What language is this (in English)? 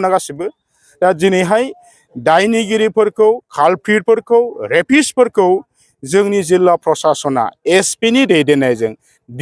Bodo